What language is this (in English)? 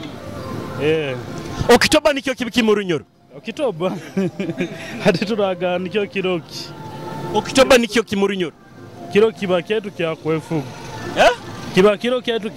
Nyoro